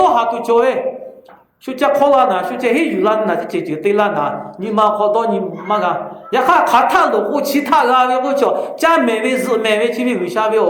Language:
Lahu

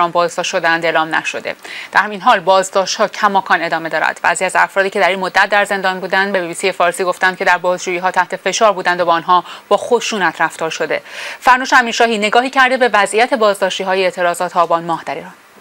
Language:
Persian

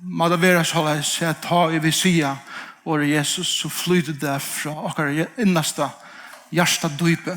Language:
Faroese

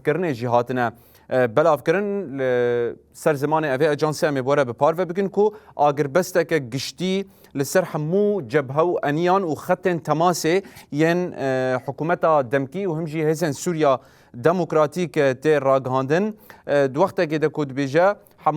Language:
Kurdish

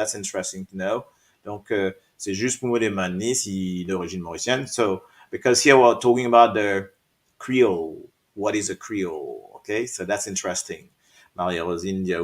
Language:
Morisyen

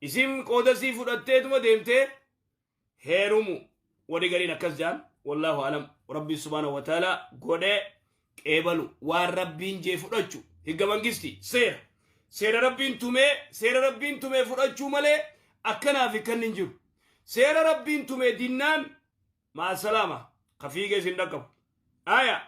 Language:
Oromo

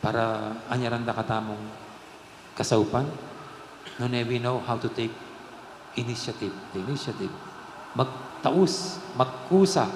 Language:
Pampanga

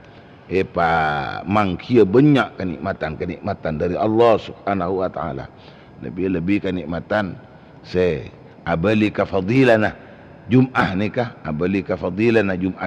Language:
Madurese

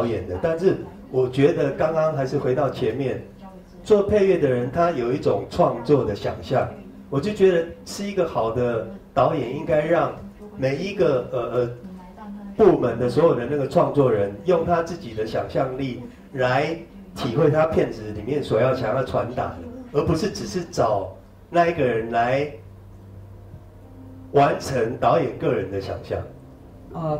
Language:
Chinese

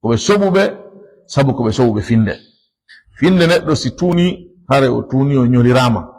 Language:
Fula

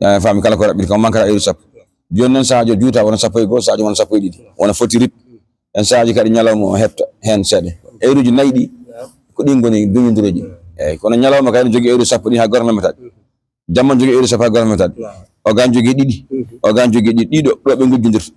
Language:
Fula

